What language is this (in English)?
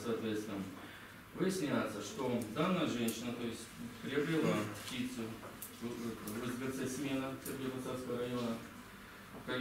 Russian